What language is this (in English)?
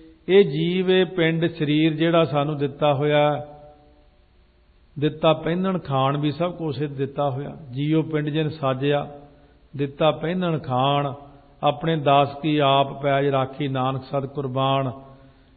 Punjabi